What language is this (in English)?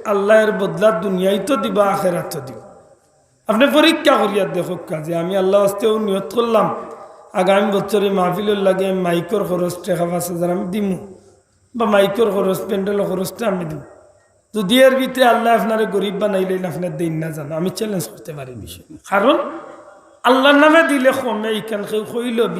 Sylheti